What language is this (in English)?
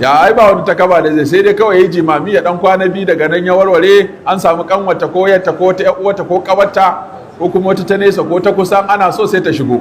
Hausa